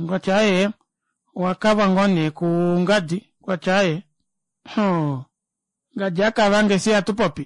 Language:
Kuanyama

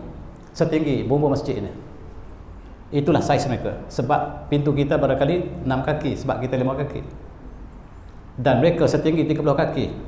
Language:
Malay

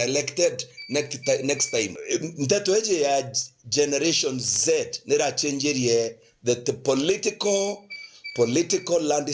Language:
Meru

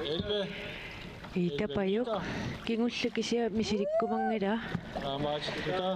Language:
Kalaallisut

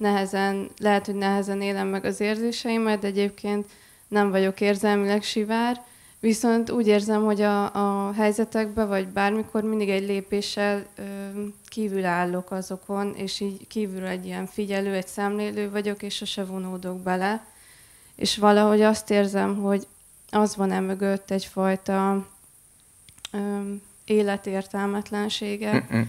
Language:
Hungarian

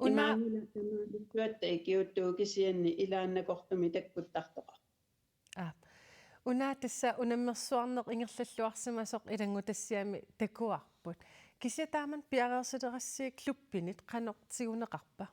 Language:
Kalaallisut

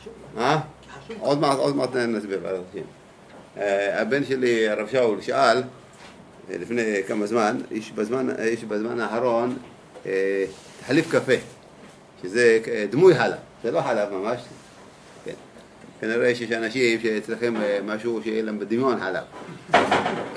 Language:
Hebrew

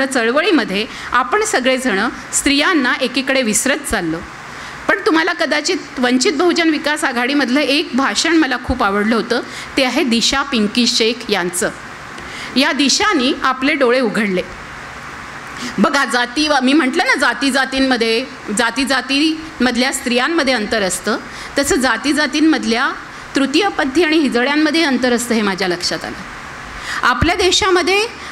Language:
Marathi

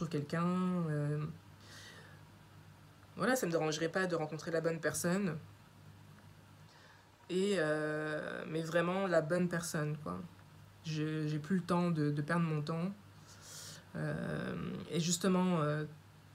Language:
French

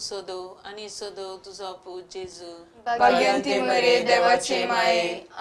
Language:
Konkani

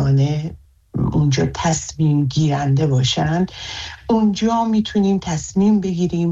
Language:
Persian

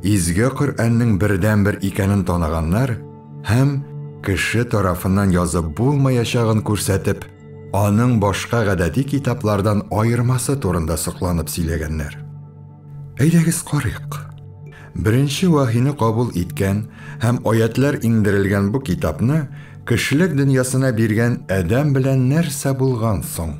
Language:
Tatar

